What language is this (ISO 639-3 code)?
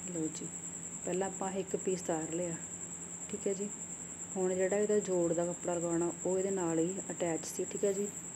pan